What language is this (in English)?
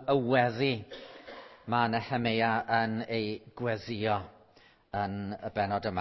Welsh